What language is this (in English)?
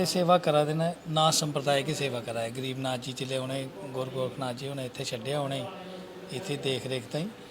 Dogri